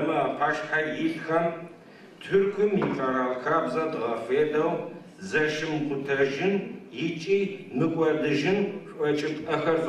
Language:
Adyghe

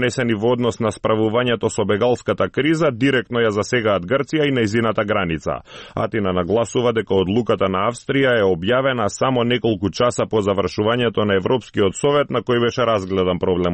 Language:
Macedonian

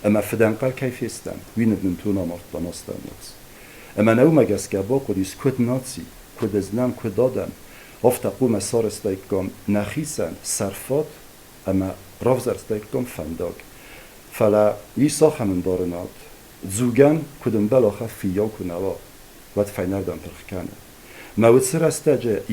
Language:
Ossetic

